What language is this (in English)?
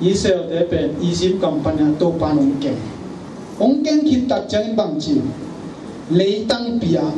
Tedim Chin